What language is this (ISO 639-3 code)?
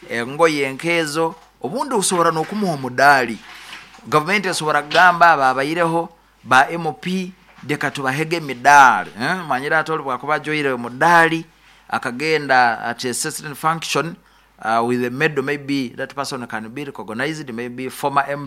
nyo